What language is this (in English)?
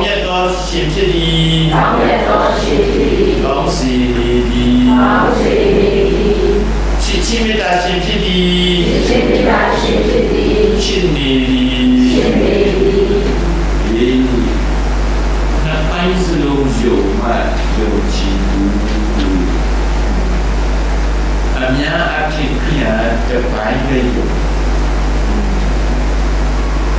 Burmese